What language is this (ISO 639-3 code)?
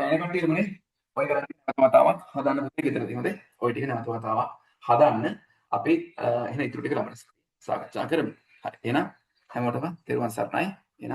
sin